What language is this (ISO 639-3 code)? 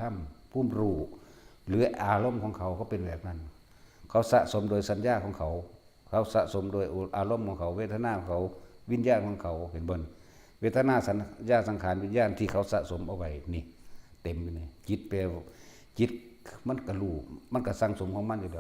tts